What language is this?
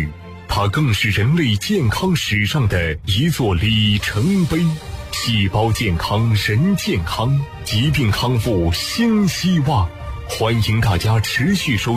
Chinese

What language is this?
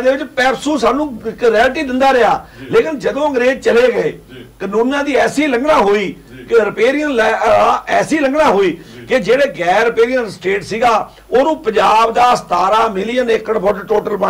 Punjabi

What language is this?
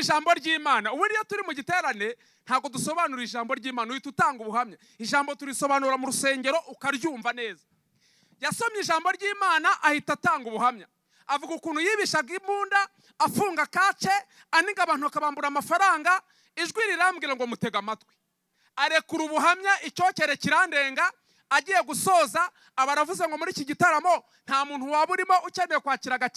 Kinyarwanda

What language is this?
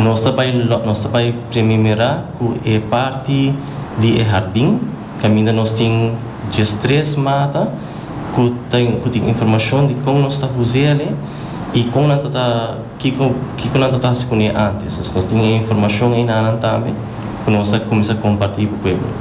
Papiamento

